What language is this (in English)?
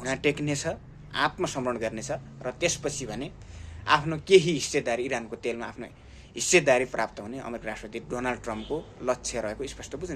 Nepali